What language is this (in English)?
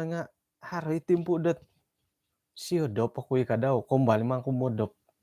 Central Dusun